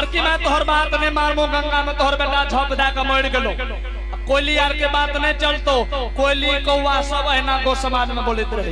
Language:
Angika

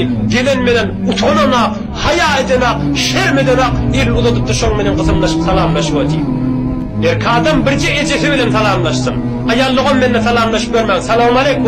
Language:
Turkmen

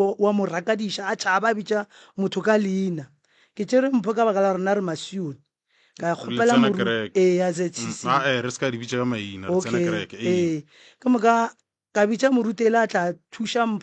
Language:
Northern Sotho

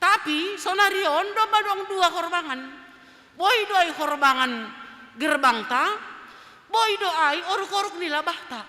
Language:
Batak Simalungun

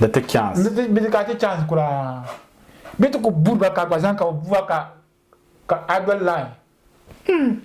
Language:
Dagbani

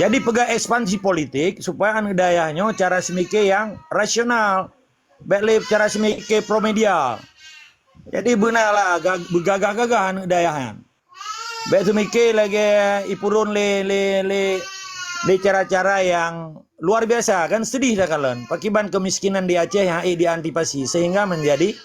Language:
Achinese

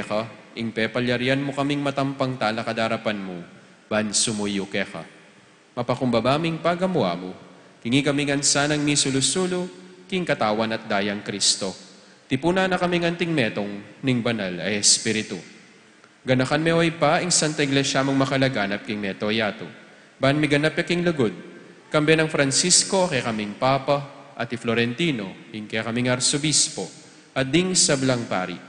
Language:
Pampanga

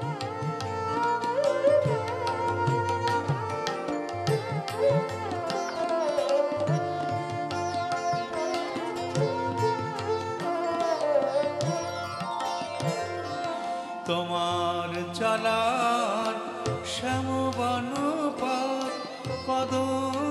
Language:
Bangla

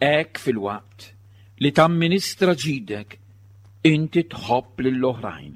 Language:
Maltese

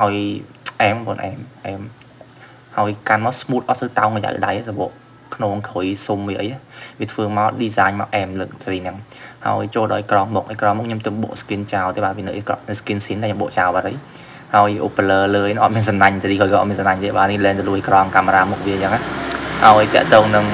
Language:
Khmer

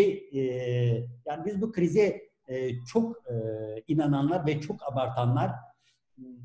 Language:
Turkish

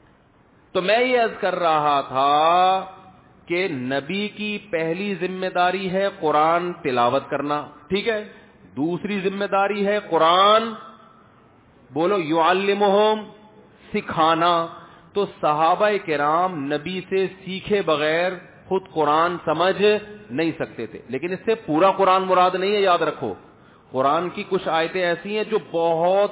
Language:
Urdu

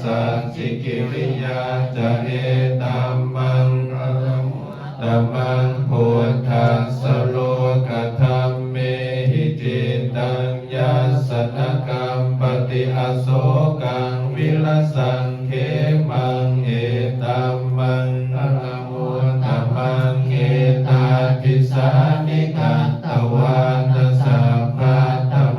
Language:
Pali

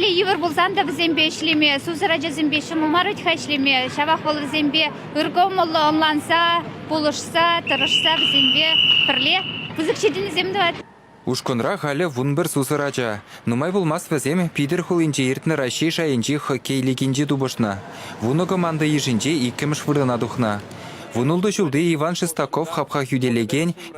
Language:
Chuvash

